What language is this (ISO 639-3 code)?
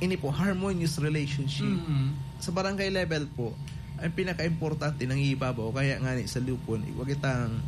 bik